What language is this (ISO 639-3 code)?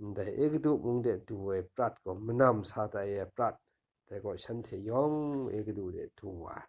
kac